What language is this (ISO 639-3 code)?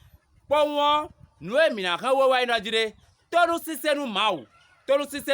fon